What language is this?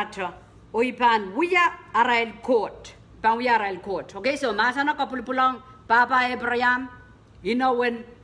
Pohnpeian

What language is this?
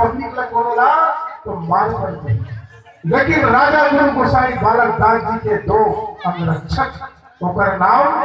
Chhattisgarhi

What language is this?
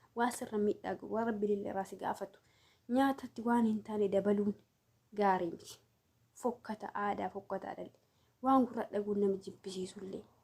Oromo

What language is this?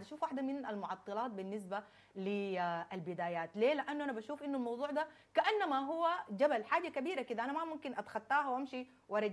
Sudanese Arabic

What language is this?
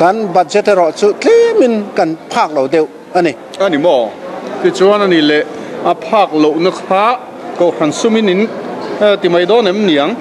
Mizo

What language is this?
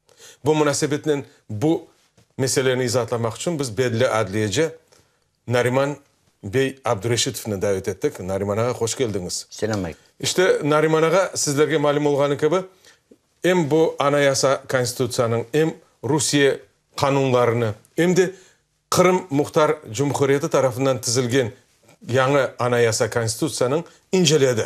Crimean Tatar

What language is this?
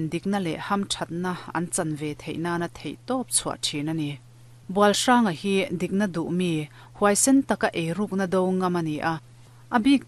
Mizo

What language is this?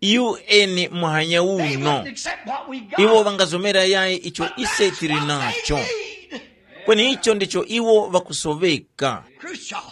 Tumbuka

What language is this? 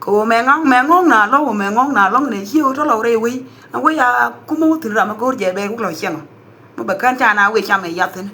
Nuer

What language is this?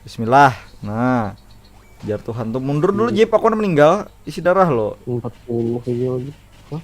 Banjar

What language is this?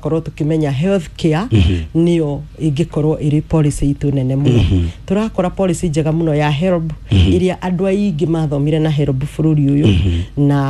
Kikuyu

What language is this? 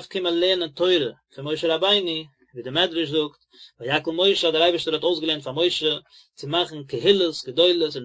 Yiddish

